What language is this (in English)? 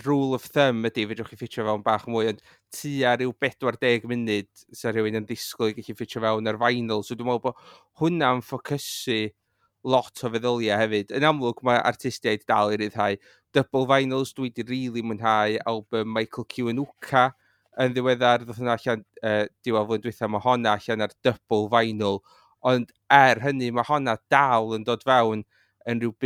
Welsh